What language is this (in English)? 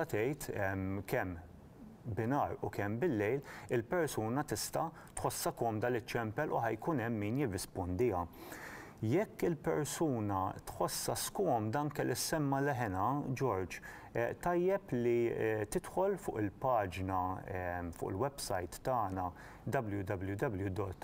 Maltese